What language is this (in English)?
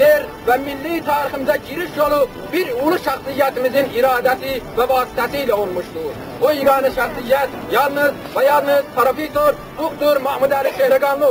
South Azerbaijani